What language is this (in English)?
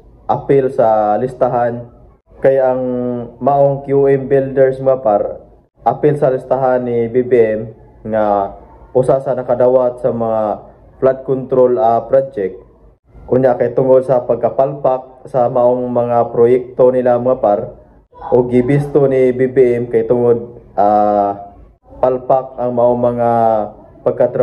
Cebuano